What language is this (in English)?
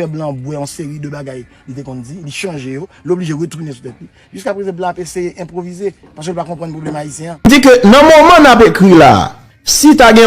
Haitian Creole